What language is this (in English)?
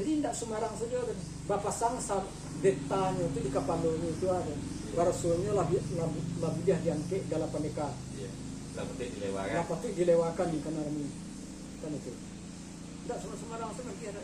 Minangkabau